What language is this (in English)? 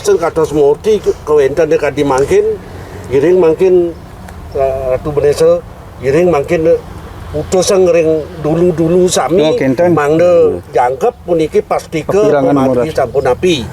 Balinese